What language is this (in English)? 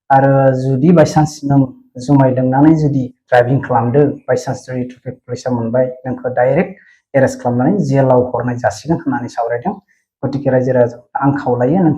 Bodo